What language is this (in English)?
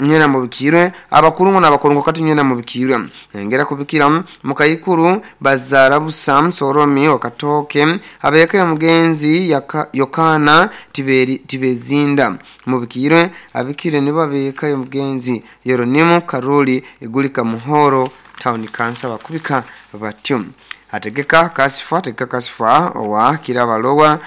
Nyoro